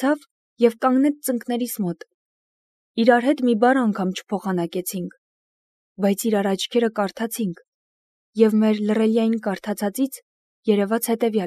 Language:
Armenian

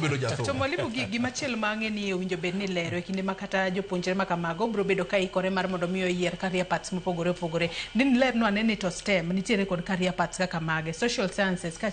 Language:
Luo (Kenya and Tanzania)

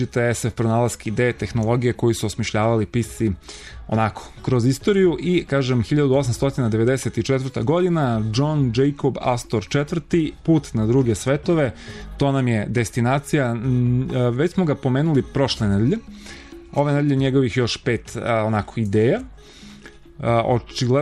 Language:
Serbian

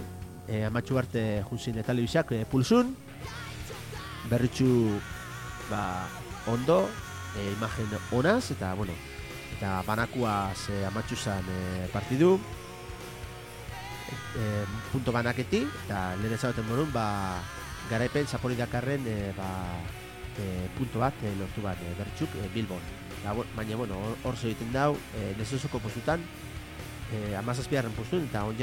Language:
Basque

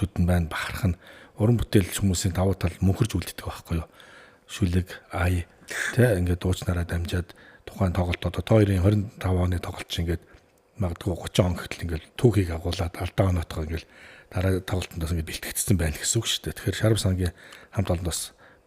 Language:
Mongolian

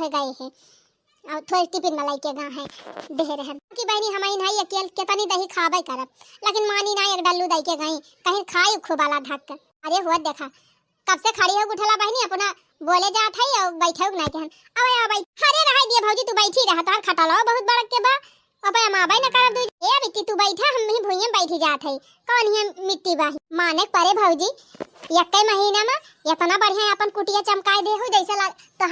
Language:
Awadhi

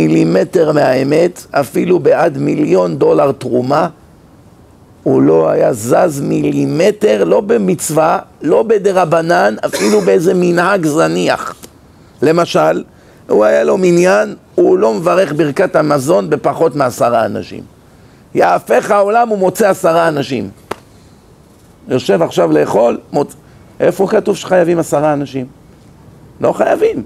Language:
Hebrew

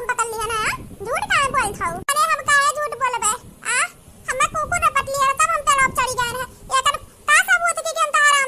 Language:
Awadhi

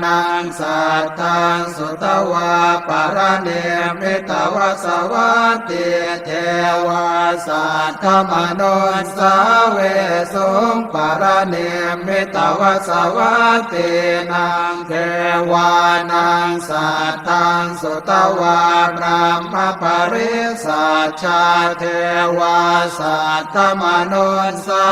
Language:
Pali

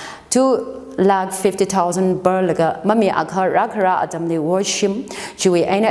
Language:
Tangkhul Naga (India)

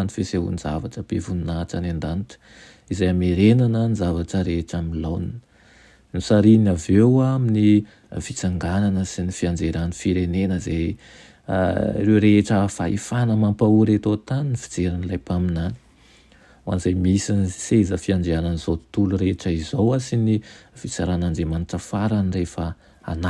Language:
Malagasy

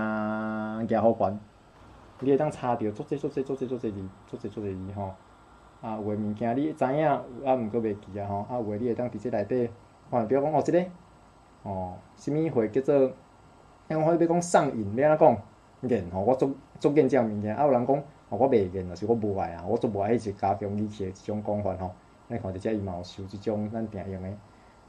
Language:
Min Nan Chinese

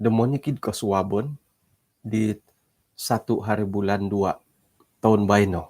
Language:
Central Dusun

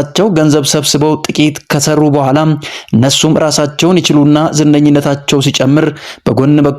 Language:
Amharic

